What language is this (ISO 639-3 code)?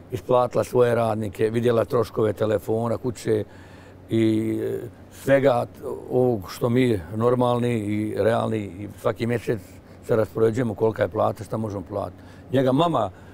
bos